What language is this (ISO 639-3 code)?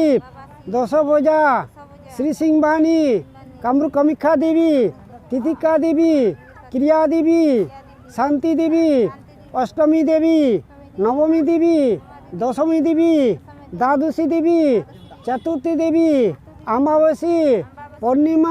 sat